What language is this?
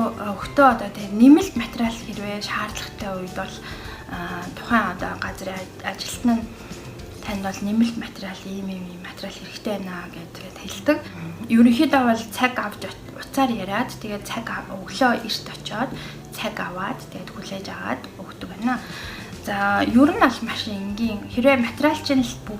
Mongolian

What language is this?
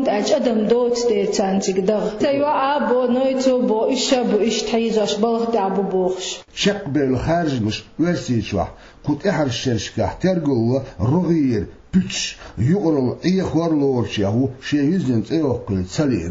Chechen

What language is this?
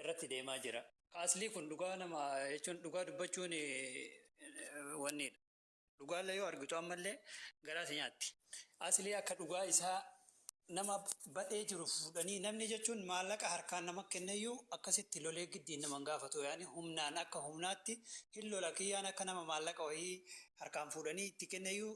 Oromo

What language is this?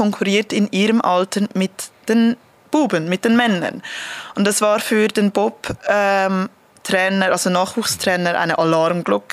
Swiss German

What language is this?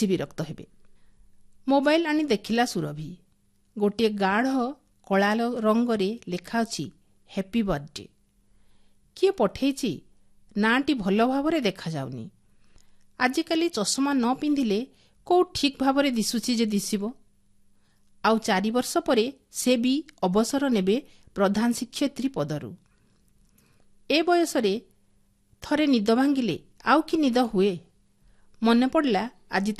Odia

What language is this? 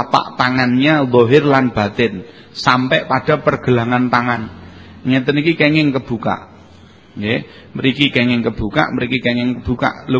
Javanese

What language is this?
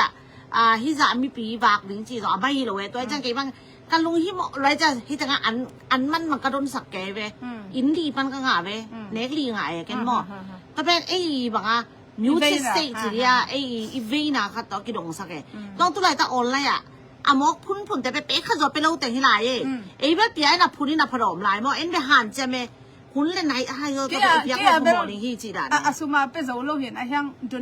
Tedim Chin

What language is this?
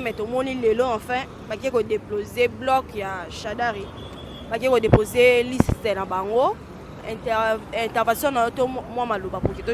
Lingala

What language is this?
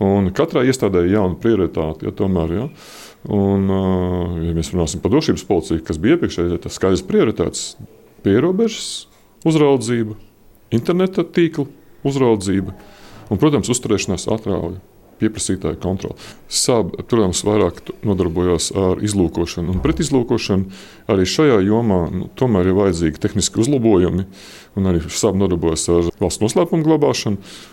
Latvian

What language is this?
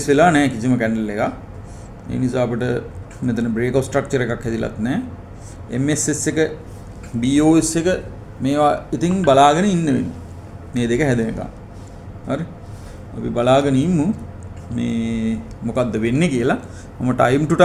Sinhala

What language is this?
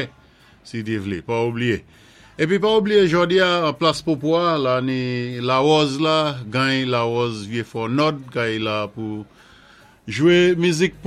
Saint Lucian Creole French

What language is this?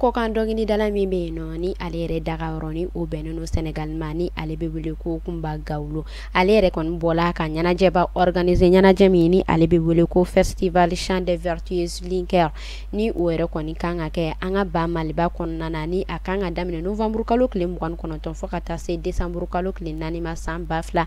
Bambara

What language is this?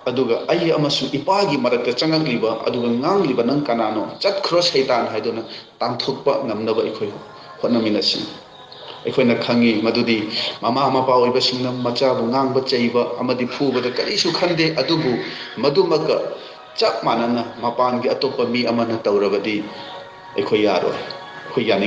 Manipuri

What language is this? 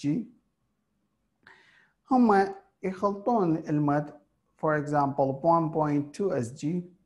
Mesopotamian Arabic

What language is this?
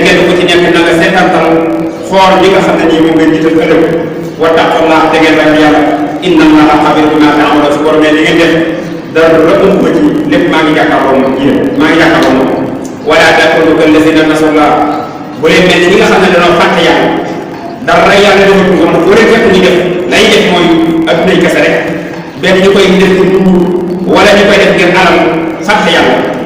Wolof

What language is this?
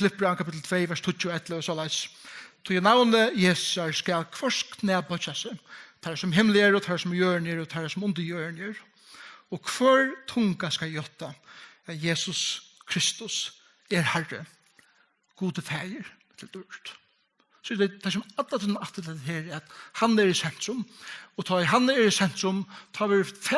Faroese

